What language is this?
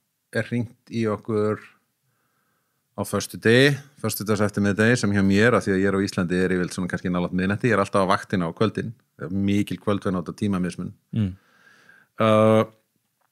Icelandic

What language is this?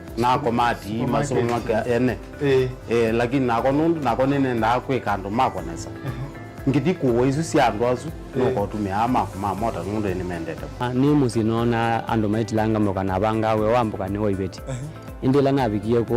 Kamba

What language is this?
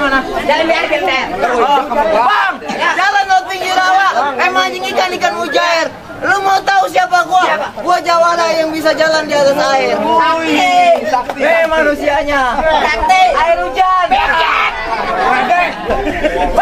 Betawi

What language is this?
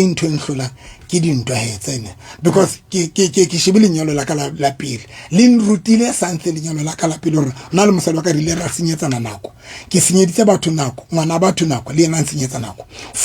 Southern Sotho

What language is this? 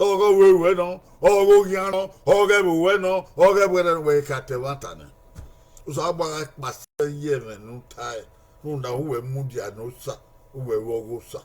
Bini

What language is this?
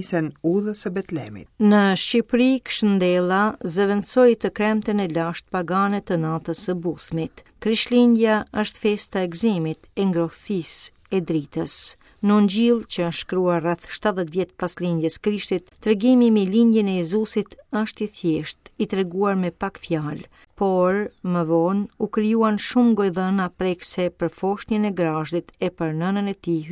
Albanian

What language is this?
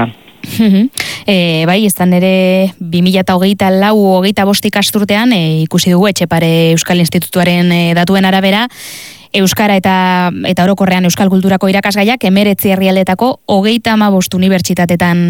Basque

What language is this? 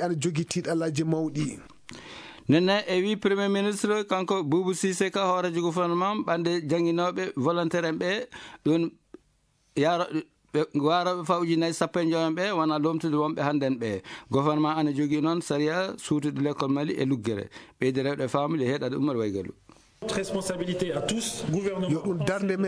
Fula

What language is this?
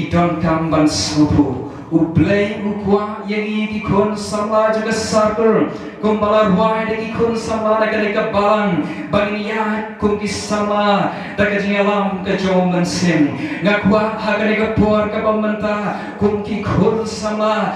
Khasi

